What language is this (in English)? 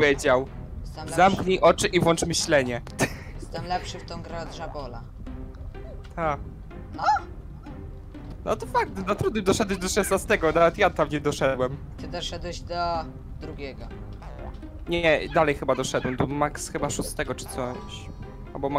Polish